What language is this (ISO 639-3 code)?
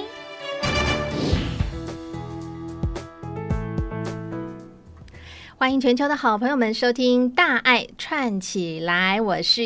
zho